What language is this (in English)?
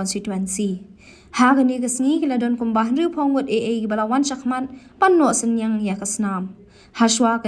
Khasi